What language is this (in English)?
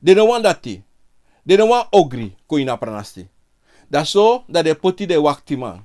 Sranan Tongo